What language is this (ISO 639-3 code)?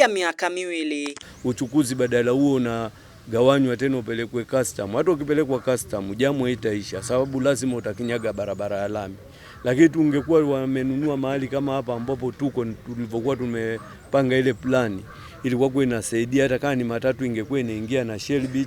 swa